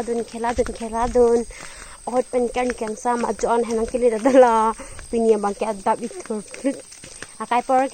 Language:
Karbi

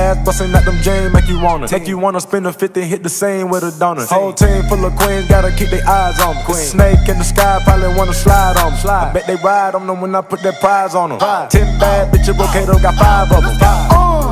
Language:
English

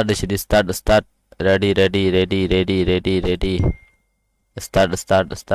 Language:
Kok Borok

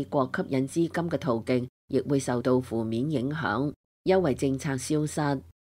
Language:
Cantonese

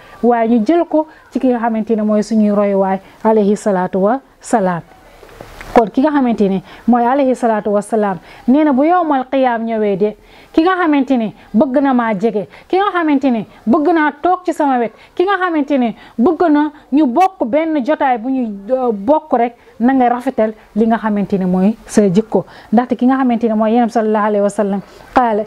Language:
Wolof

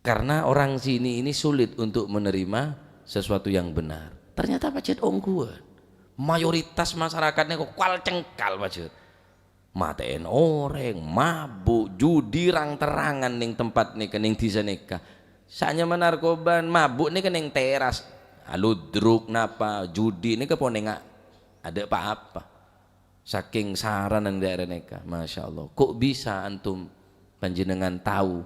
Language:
Madurese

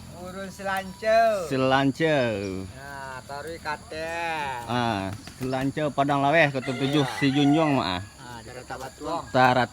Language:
Minangkabau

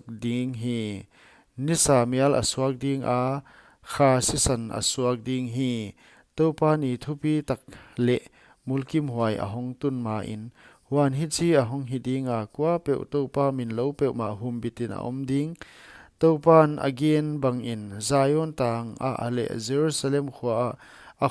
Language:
Paite Chin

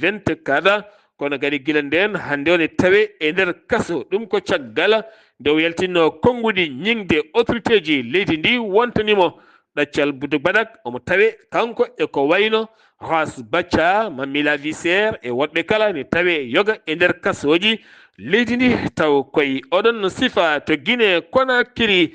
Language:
Fula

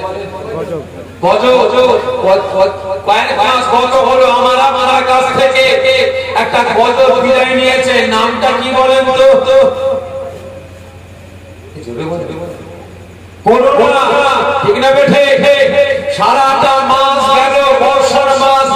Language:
Bangla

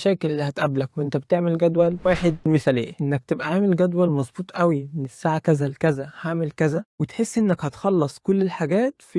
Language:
Egyptian Arabic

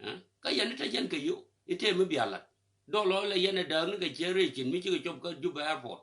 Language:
Nuer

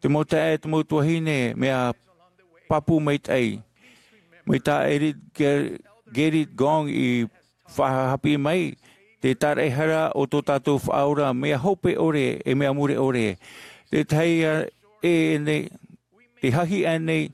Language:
Tahitian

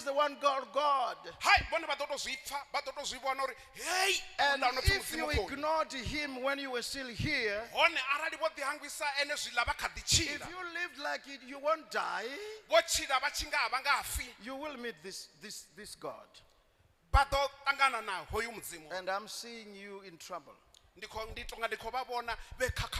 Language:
Venda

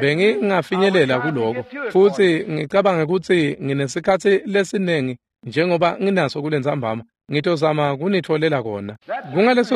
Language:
Swati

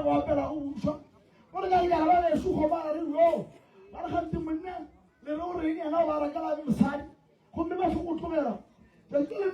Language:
Northern Sotho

